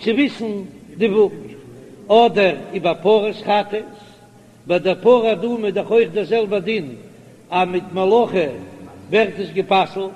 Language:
Yiddish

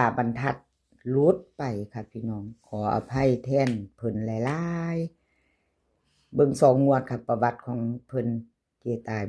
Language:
Northeastern Thai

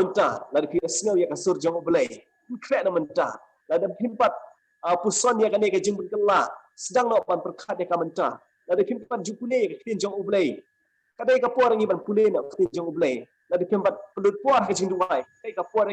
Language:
Khasi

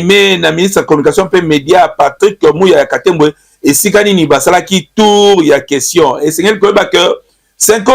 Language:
Lingala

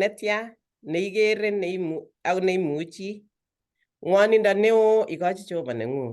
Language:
Kalenjin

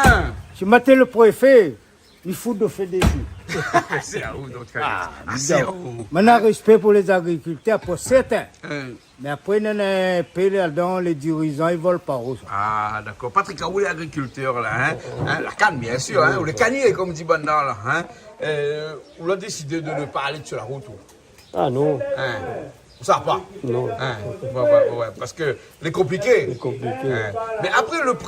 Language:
Réunion Creole French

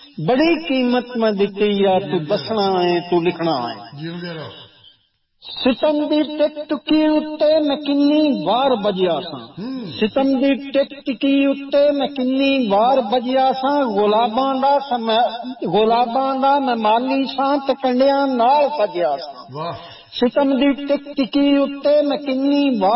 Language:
Punjabi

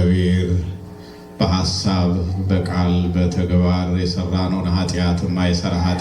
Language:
Amharic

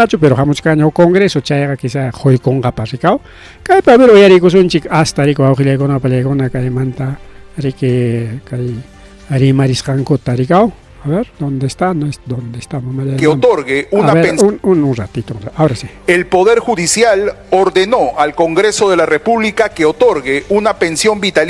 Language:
Ayacucho Quechua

